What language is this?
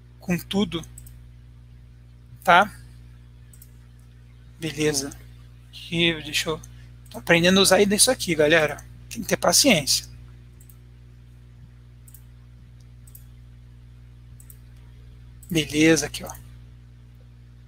Portuguese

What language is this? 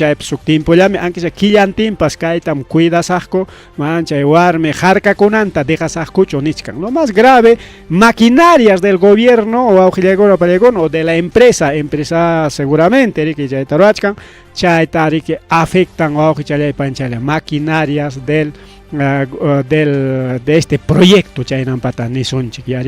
Ayacucho Quechua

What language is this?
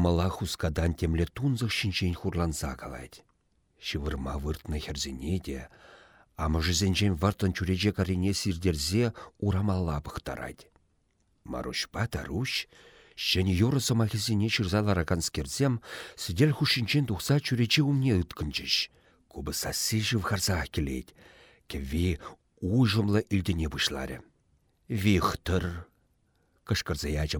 Chuvash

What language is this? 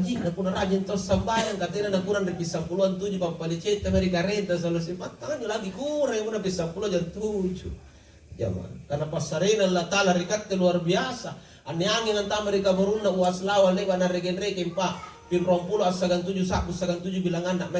Makasar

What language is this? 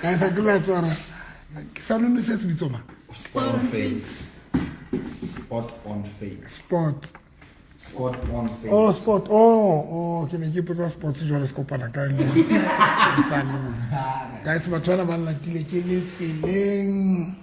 Tswana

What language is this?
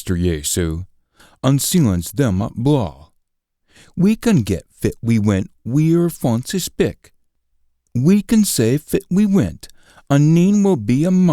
Scots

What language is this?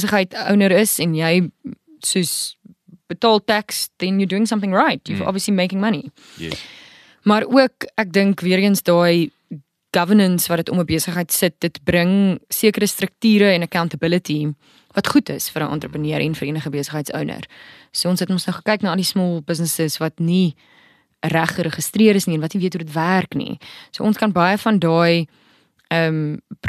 Afrikaans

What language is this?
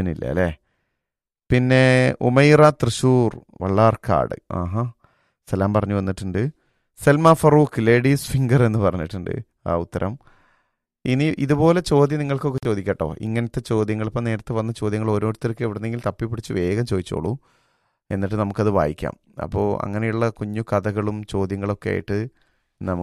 Malayalam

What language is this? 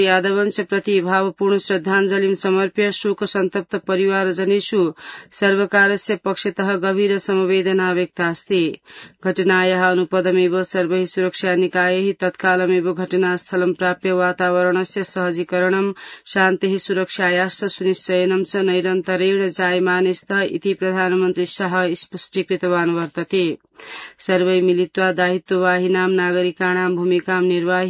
Sanskrit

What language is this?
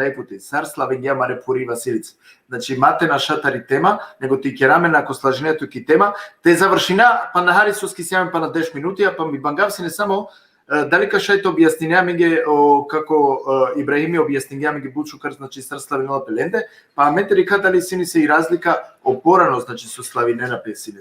Balkan Romani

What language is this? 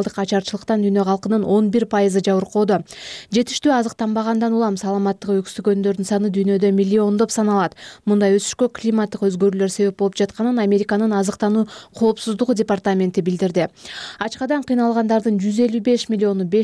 Kyrgyz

